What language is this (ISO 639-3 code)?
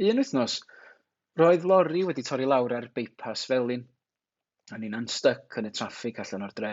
cym